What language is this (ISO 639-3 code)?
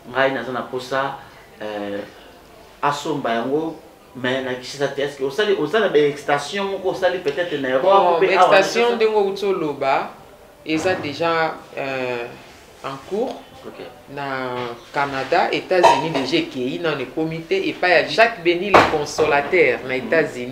lin